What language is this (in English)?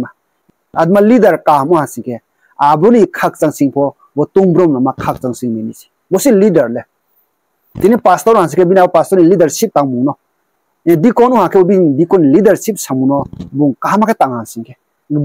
Riang (India)